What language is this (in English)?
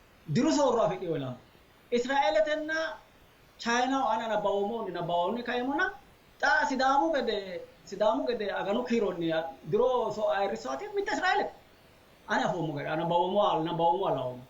Sidamo